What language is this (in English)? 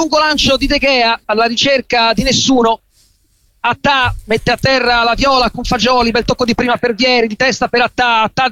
Italian